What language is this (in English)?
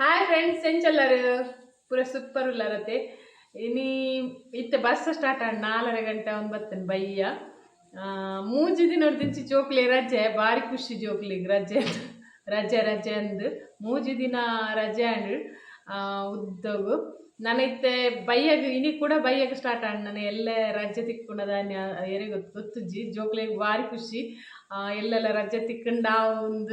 Tulu